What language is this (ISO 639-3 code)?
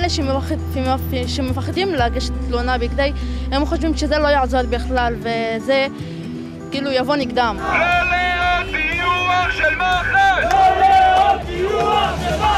heb